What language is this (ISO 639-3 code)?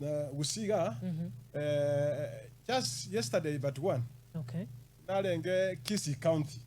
guz